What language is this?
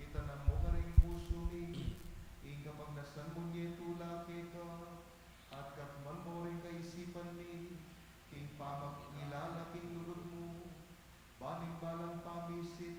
Pampanga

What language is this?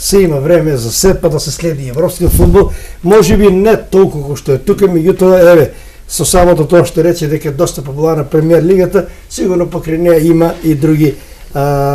Macedonian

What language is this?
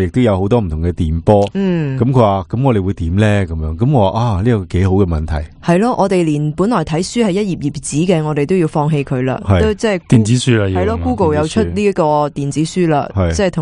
Cantonese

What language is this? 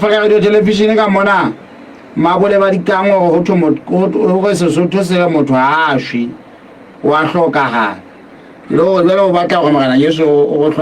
Southern Sotho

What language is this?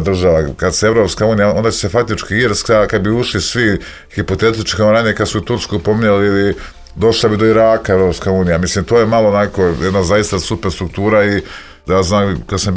Serbian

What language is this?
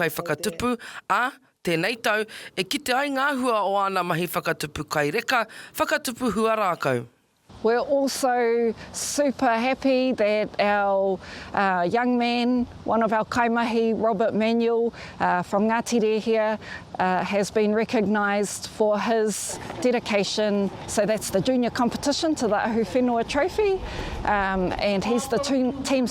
Māori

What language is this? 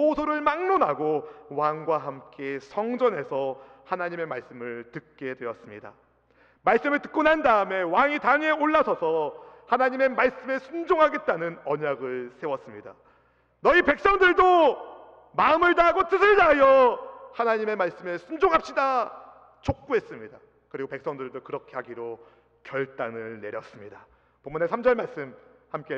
Korean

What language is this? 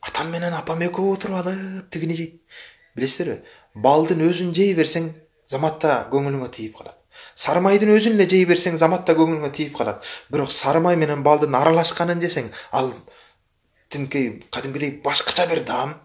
Kyrgyz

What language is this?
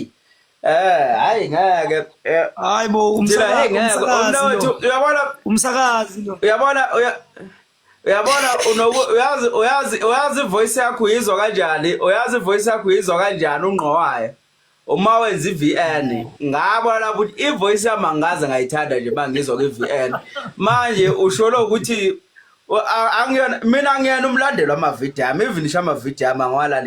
Zulu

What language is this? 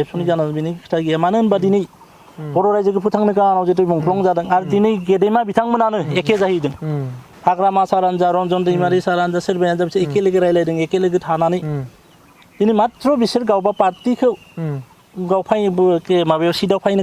Bodo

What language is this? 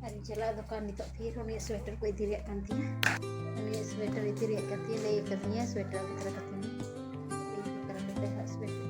Santali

